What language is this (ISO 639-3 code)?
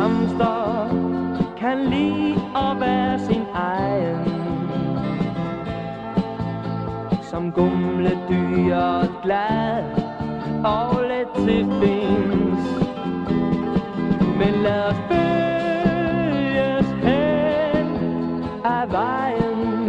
dan